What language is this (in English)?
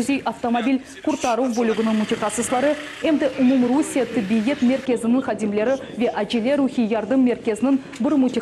Crimean Tatar